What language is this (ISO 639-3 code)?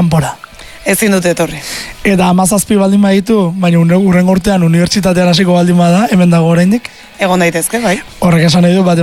eus